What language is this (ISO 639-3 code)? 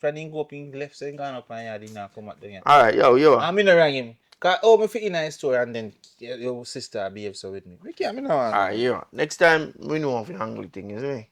jam